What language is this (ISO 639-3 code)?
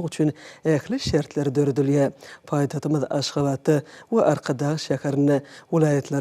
tuk